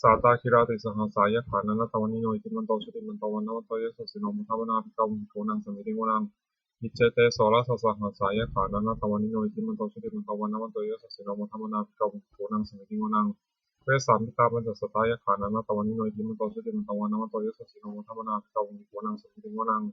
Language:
Pali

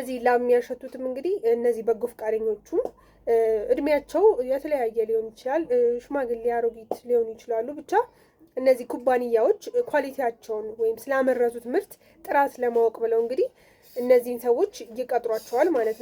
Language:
Amharic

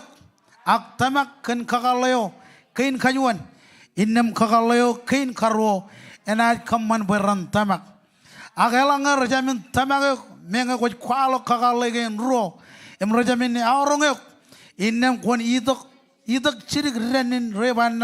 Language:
Marshallese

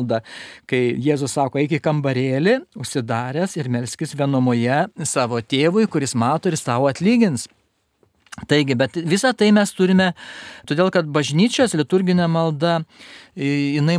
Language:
Lithuanian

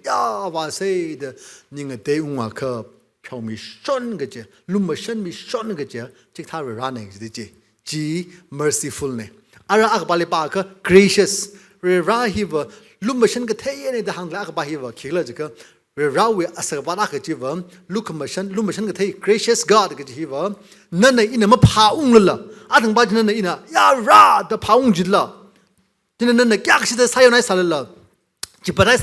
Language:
Tangkhul Naga (India)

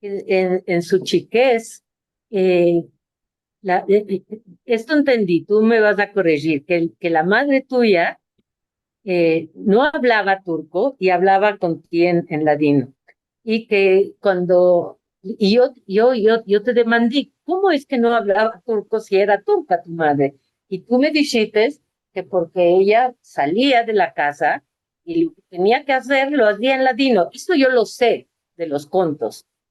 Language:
Ladino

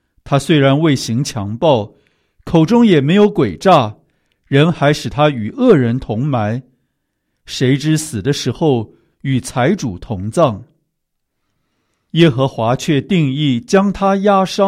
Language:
Chinese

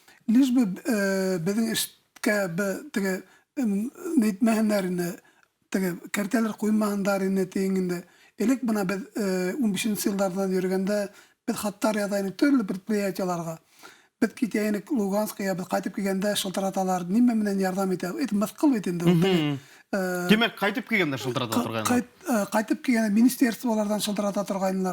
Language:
Bashkir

